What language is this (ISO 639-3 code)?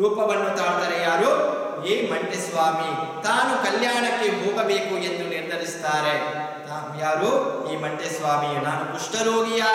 kan